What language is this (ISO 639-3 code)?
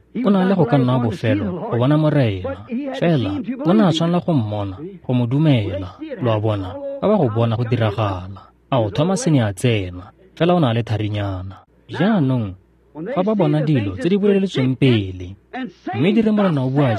tsn